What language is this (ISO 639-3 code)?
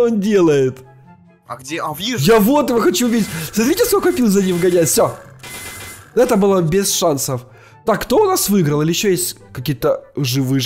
rus